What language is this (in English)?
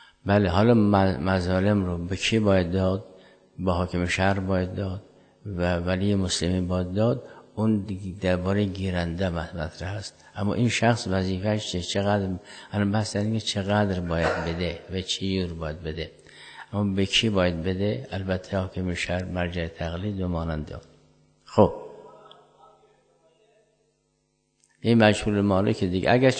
Persian